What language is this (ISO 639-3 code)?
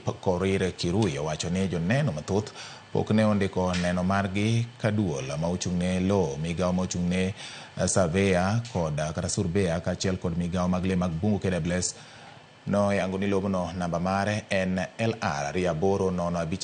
luo